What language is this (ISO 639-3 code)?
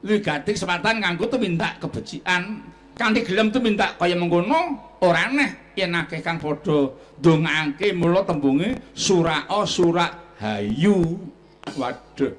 jav